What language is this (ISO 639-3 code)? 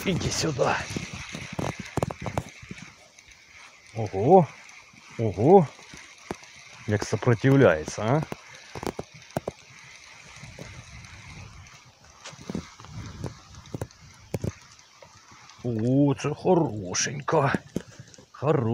ukr